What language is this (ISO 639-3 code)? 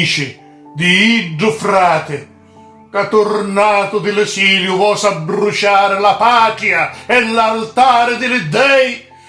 scn